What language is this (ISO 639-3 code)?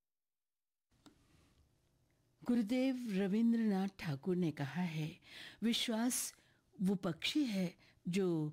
hin